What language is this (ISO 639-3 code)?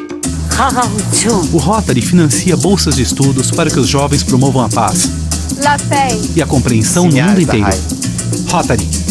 por